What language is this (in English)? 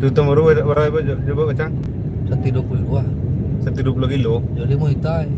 Minangkabau